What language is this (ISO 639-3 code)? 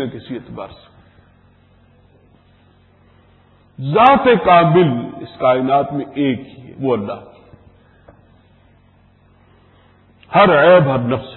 urd